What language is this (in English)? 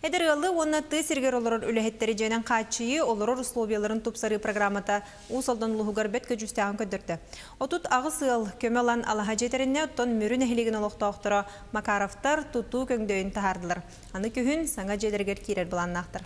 Yakut